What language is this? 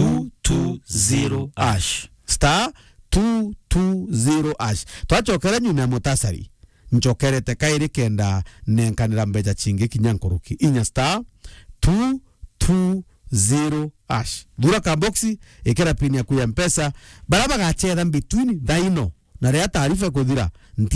Meru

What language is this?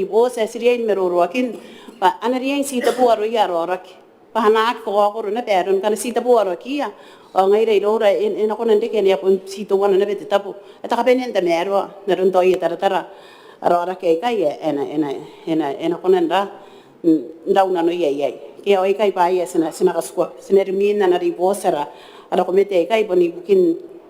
Gilbertese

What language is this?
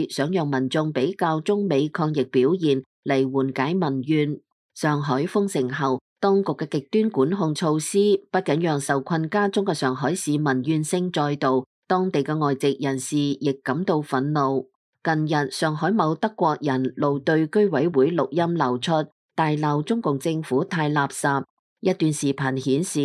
Cantonese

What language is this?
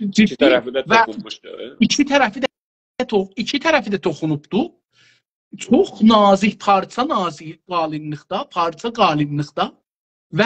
South Azerbaijani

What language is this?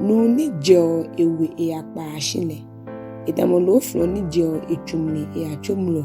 Ga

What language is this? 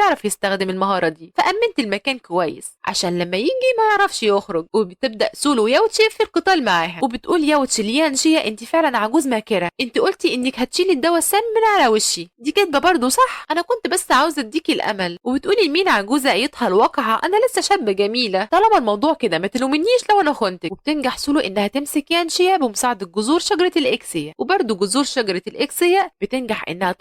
Egyptian Arabic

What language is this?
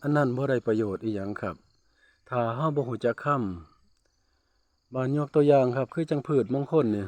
Northeastern Thai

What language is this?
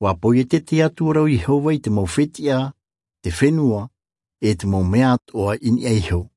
Tahitian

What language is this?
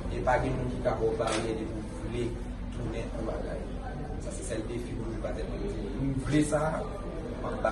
Haitian Creole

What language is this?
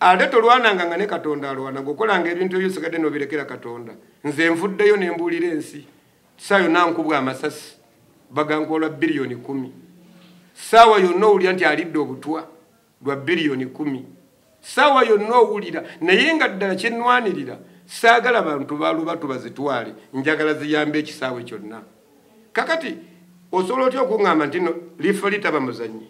Ganda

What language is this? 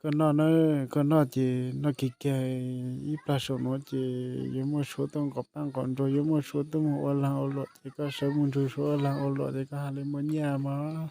Hmong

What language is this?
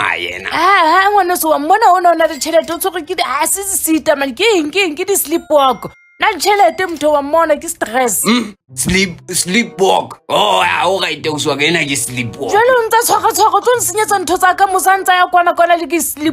Southern Sotho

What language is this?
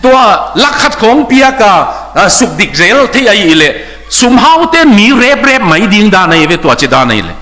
Tedim Chin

